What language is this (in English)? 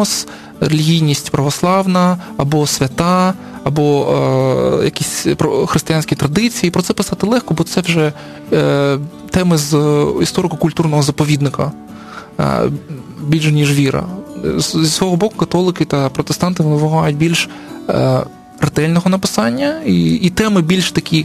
Ukrainian